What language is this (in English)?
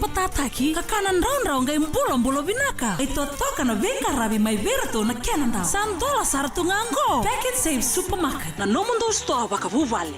Fijian